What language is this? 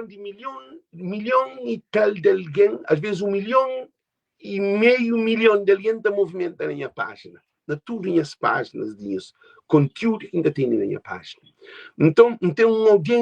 Kabuverdianu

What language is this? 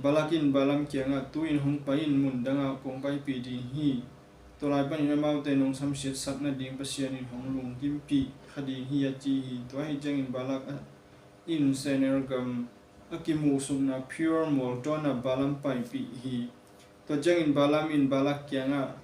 Tedim Chin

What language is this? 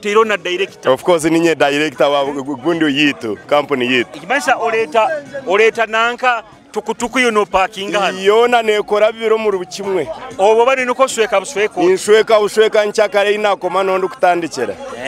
Nyoro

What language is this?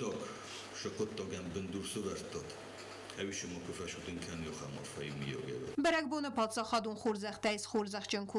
Ossetic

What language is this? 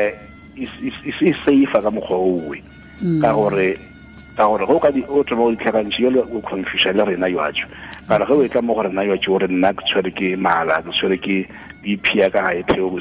Tswana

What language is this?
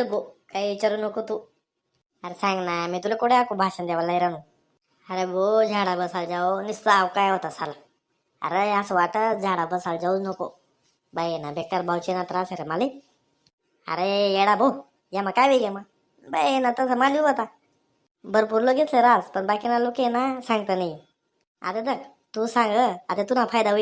Khandesi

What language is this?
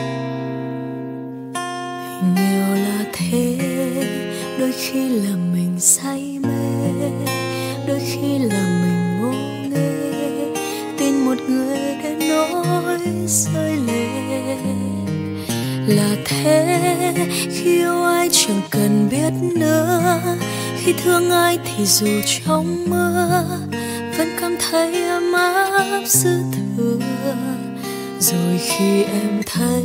Vietnamese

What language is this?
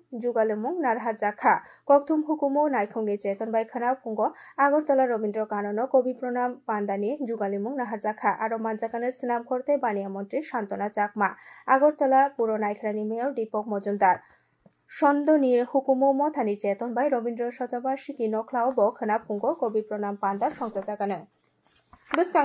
Kok Borok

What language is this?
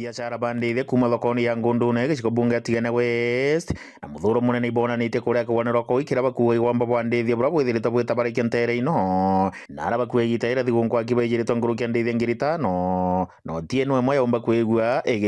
Meru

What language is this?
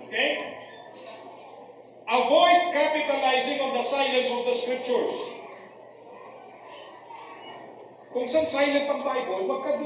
Filipino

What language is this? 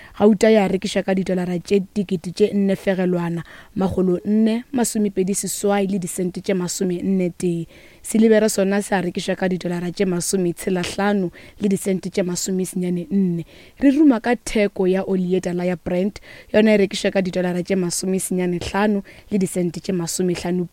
Northern Sotho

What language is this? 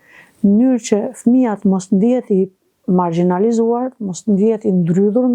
Albanian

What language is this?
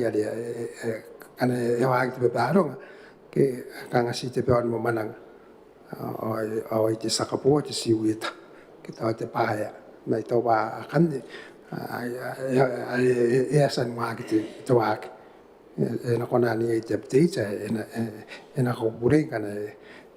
Gilbertese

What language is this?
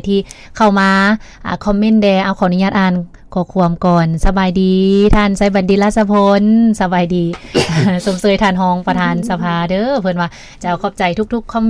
Lao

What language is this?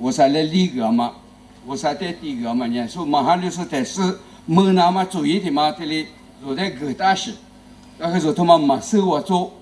Lisu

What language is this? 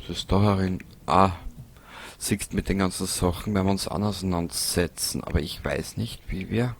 Bavarian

